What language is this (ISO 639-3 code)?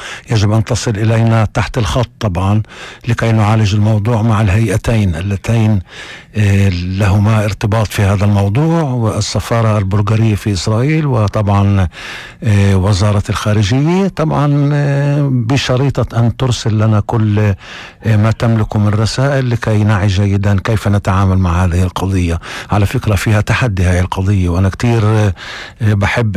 apc